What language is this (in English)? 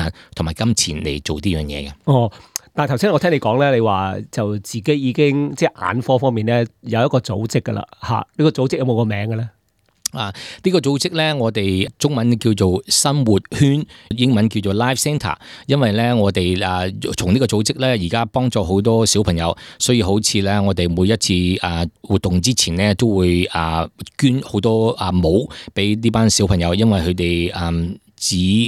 Cantonese